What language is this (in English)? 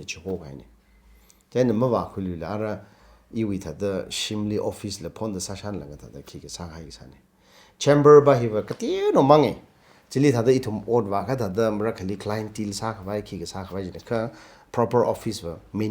Tangkhul Naga (India)